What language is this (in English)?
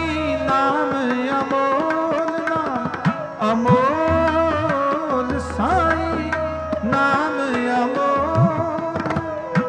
Punjabi